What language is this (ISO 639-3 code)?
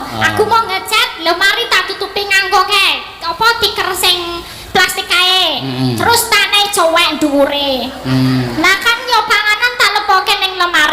jav